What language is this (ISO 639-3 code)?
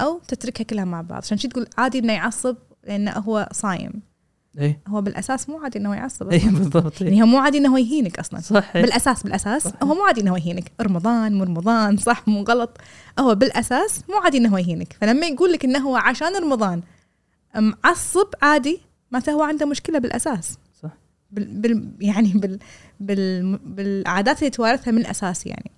afb